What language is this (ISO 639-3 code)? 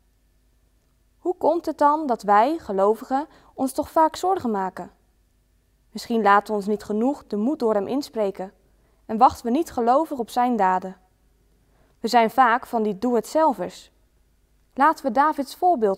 nld